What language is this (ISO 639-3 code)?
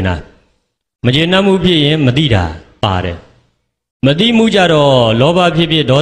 mya